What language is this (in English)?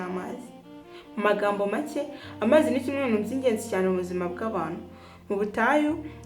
Kinyarwanda